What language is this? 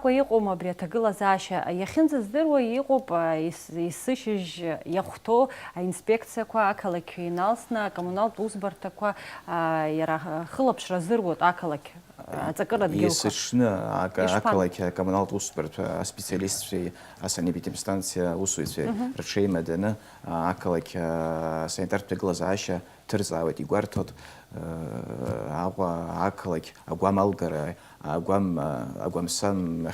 Abkhazian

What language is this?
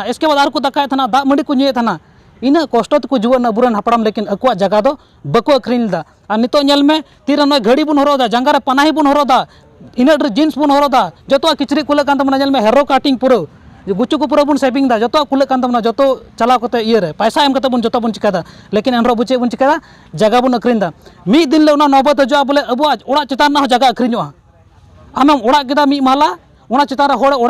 Santali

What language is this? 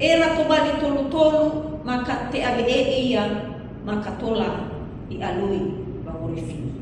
Nias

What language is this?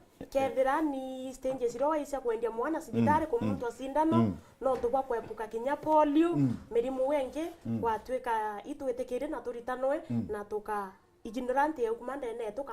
Meru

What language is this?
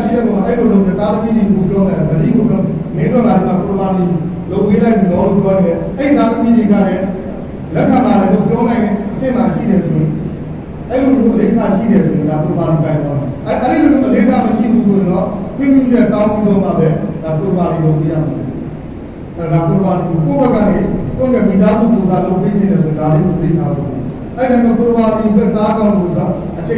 Burmese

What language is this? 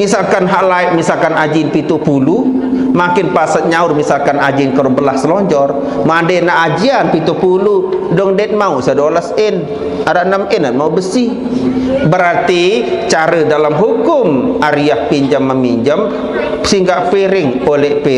Sasak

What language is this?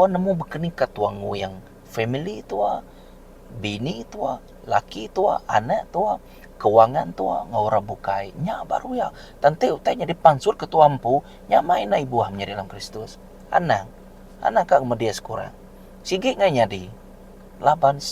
Iban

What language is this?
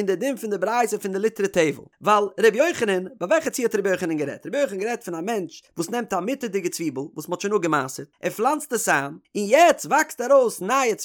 Yiddish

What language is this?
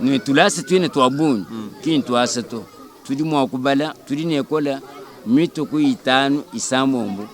Luba-Lulua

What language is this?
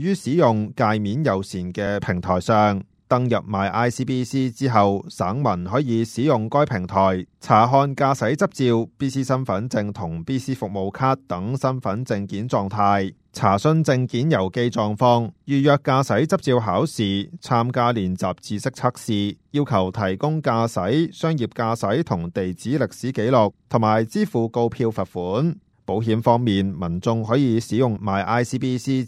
Cantonese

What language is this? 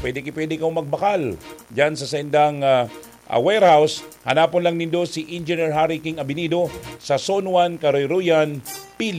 Bikol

